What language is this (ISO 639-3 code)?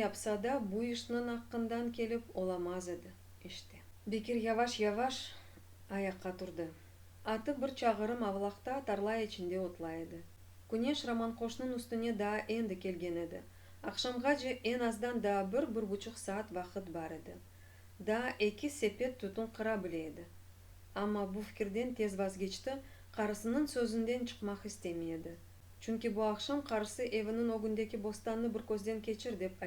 crh